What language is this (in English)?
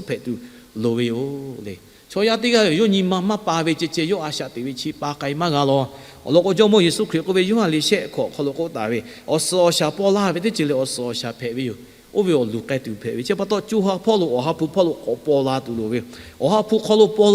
Lahu